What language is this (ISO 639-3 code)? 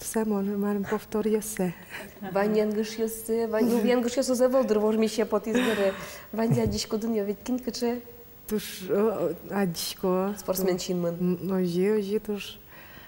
udm